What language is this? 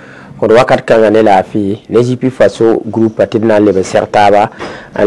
Mossi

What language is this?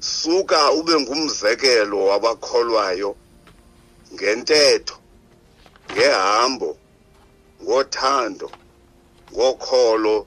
Xhosa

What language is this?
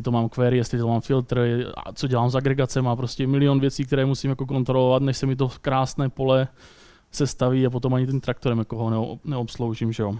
Czech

